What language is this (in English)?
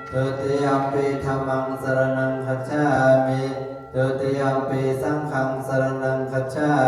Pali